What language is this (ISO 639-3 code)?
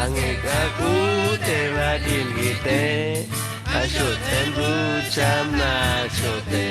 cac